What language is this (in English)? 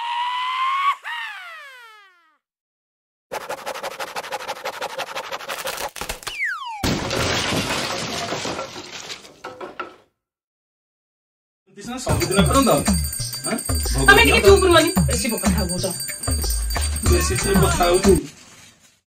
Odia